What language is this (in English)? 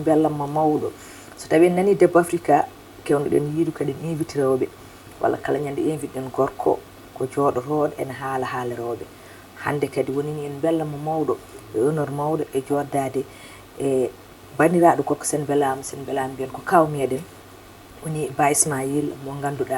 Fula